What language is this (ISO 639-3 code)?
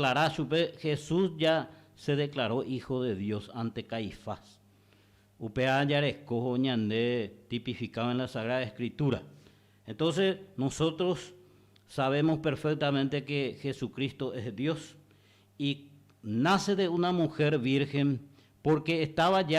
grn